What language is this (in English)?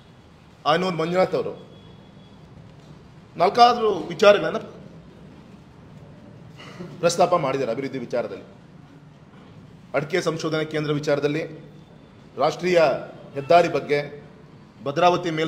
Kannada